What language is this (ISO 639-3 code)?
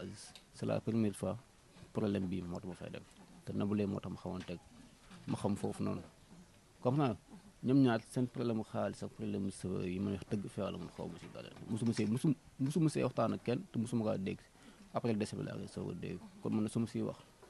wol